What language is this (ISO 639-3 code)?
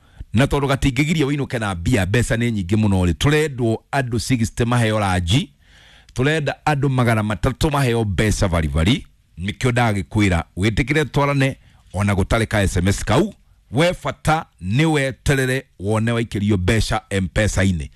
kik